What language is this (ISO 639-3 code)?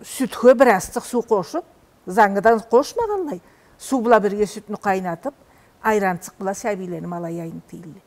krc